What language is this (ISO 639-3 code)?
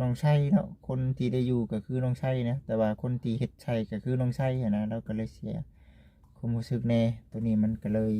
lao